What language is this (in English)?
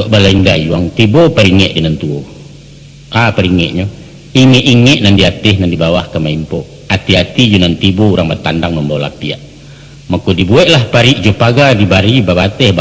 Minangkabau